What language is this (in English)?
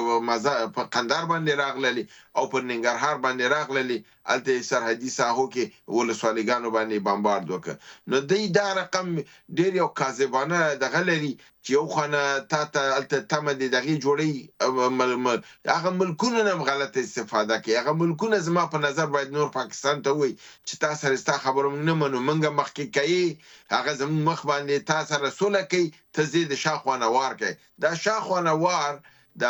Pashto